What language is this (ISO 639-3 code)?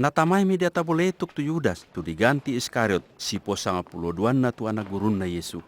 sda